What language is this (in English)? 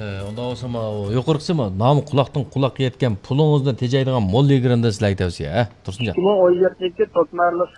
Uyghur